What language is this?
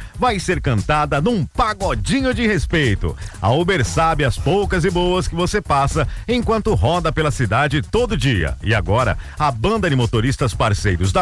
Portuguese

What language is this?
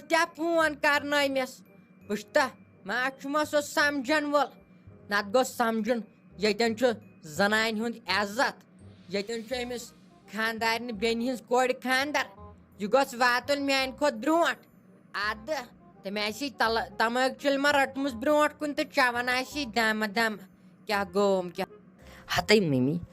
Kashmiri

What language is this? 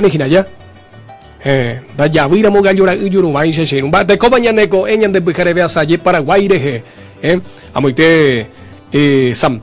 Guarani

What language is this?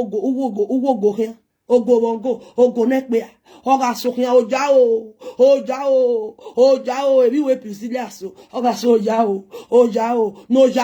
Nigerian Pidgin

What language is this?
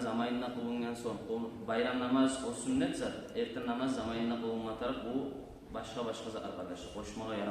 Kumyk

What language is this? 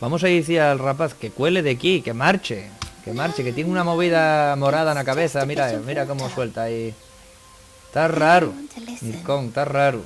Asturian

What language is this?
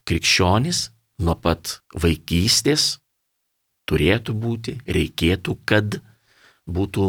Lithuanian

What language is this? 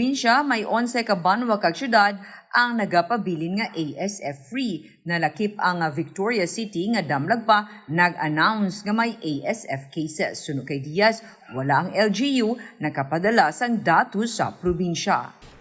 Hiligaynon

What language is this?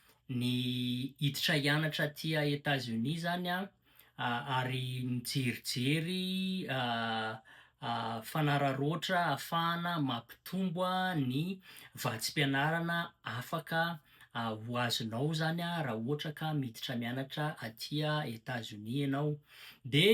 Malagasy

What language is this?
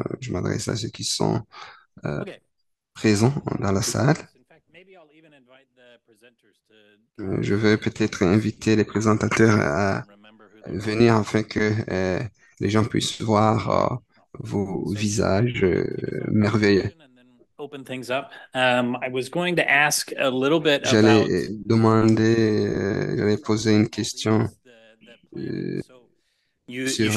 French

